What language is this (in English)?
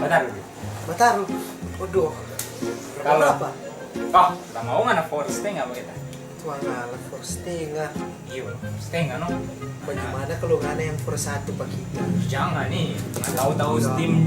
Manado Malay